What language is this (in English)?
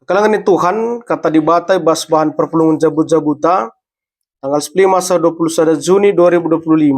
Batak Karo